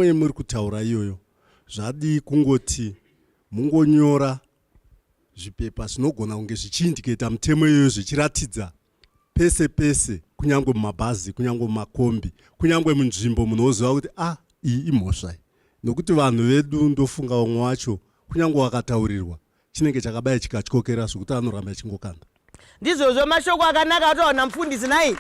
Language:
Shona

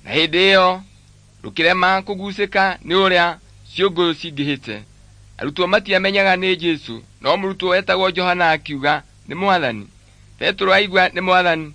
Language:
Kikuyu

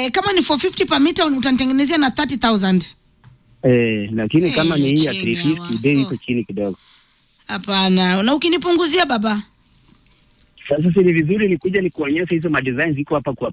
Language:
Swahili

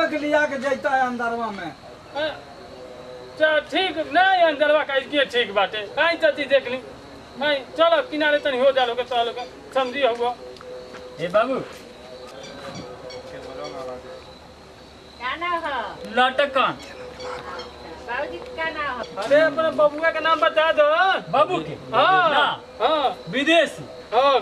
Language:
Bhojpuri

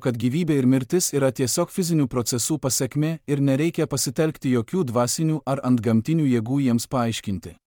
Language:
Lithuanian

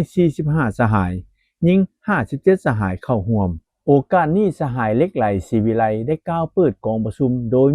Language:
Lao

